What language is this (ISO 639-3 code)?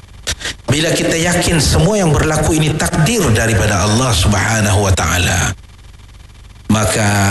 msa